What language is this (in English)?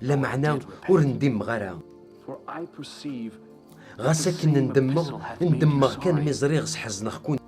Kabyle